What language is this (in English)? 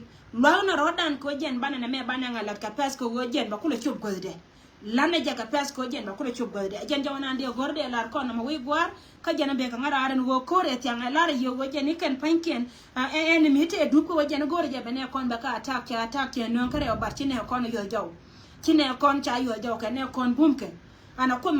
Nuer